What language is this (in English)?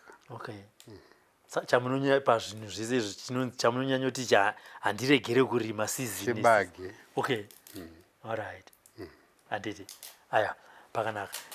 Shona